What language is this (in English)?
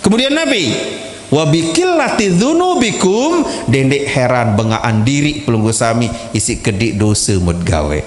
Sasak